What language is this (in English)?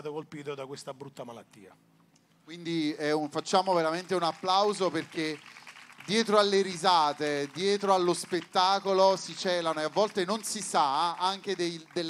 Italian